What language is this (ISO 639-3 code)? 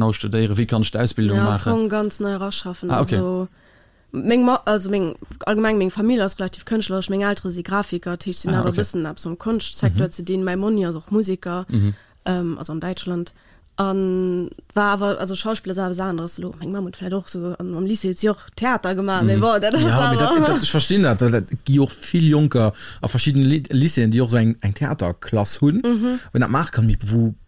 ltz